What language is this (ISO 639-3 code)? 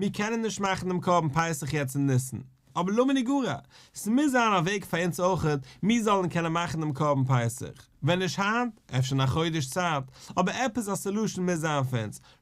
yid